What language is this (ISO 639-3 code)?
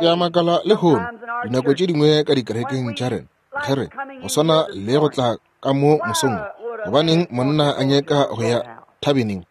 nso